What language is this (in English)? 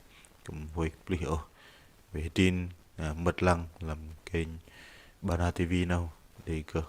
Bahnar